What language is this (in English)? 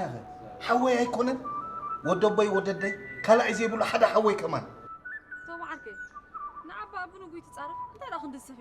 Tigrinya